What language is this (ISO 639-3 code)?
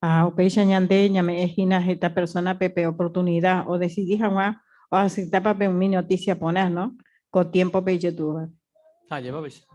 grn